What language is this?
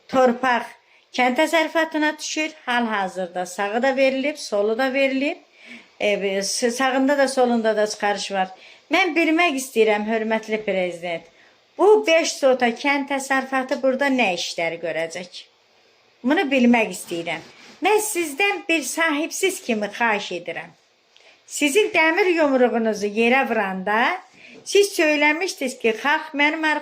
Azerbaijani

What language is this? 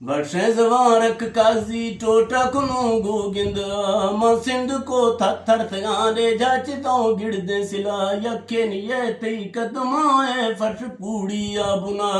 Eastern Balochi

